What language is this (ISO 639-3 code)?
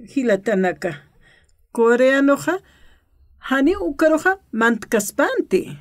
aym